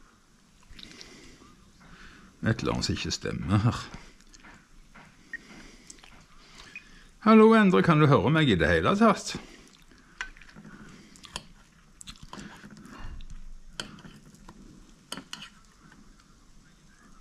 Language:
Norwegian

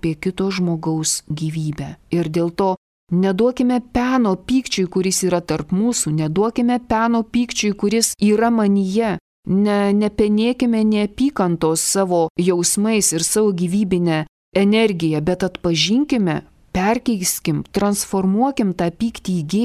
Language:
Lithuanian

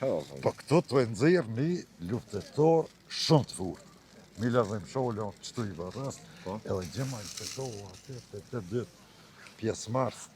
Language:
Albanian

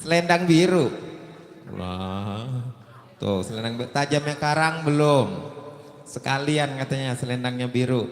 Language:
Betawi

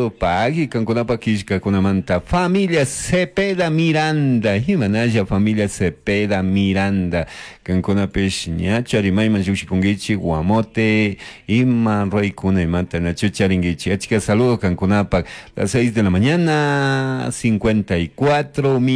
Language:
Chimborazo Highland Quichua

